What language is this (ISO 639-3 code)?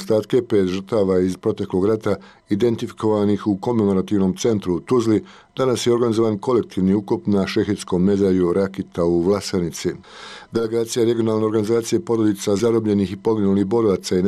bos